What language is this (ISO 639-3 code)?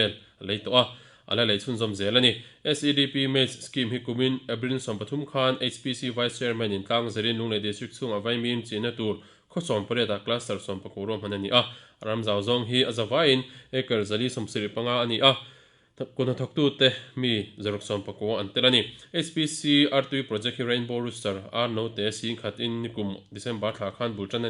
lus